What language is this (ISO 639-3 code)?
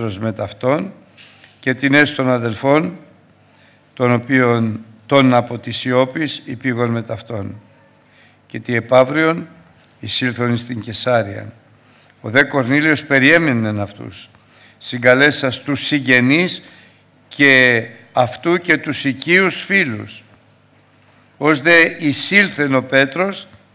ell